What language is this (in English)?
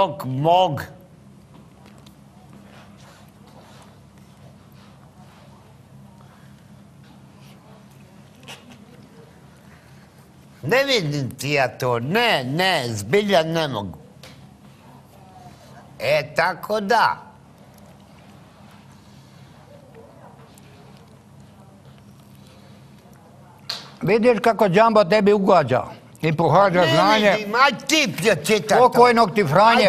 Croatian